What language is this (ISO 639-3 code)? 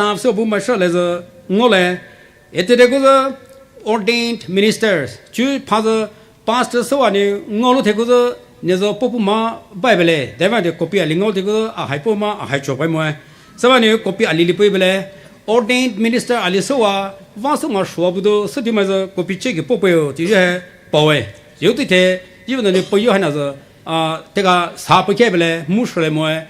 pmx